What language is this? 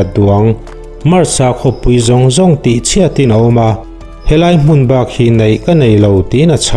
Mizo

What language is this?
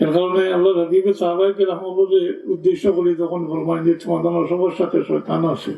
Sylheti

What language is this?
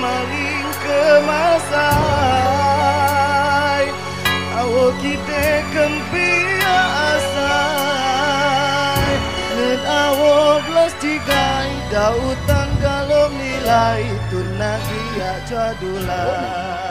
Rejang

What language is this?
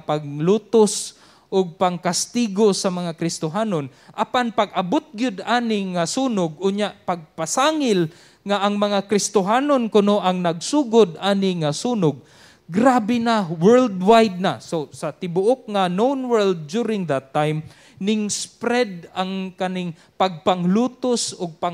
Cebuano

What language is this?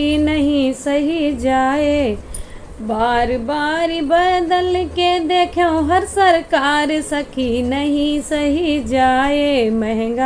Awadhi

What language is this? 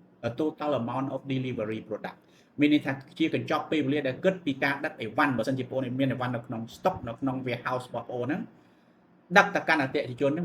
Khmer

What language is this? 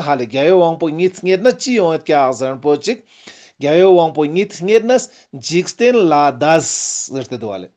Ladakhi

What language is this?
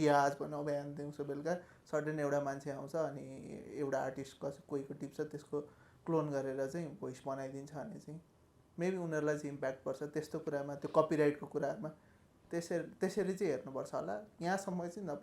Nepali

